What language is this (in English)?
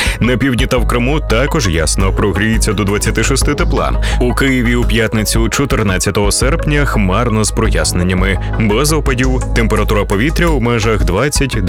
Ukrainian